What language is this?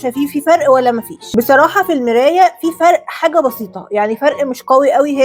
Egyptian Arabic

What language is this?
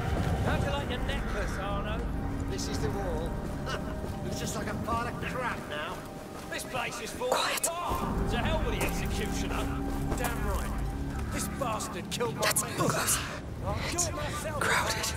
English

